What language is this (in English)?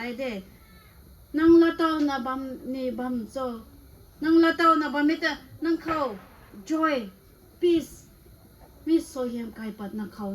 Rongmei Naga